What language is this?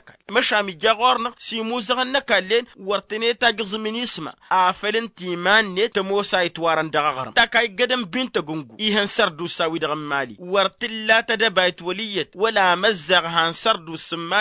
Tamasheq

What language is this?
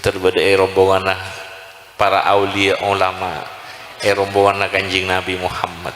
Madurese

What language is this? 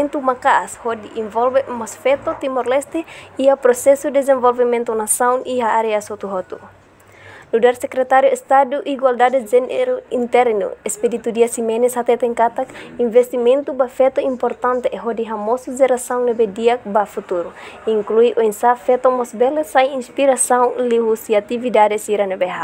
Tetum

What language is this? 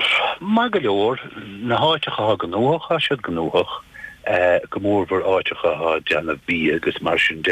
Irish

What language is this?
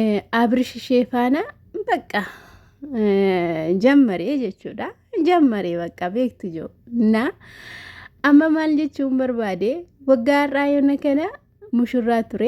Oromo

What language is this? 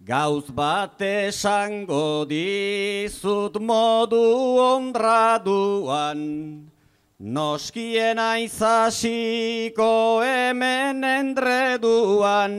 Basque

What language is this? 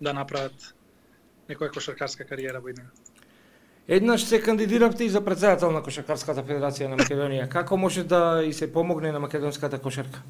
Macedonian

